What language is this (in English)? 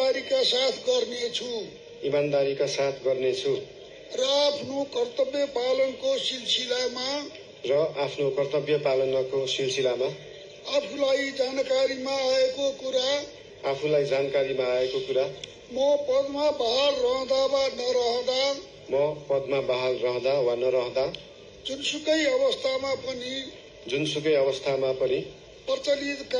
Nepali